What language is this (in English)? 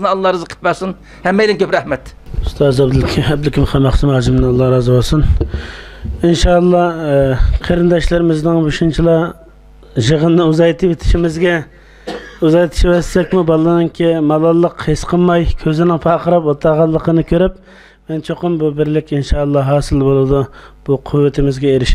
Uyghur